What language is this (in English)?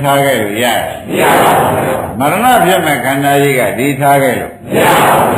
Burmese